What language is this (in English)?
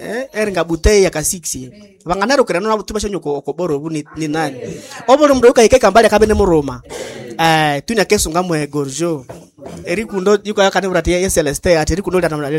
Nande